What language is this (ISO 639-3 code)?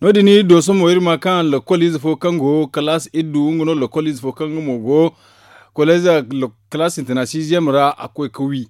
dje